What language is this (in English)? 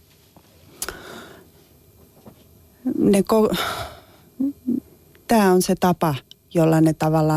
Finnish